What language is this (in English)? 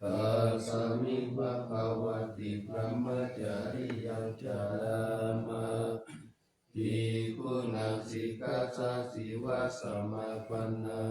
Pali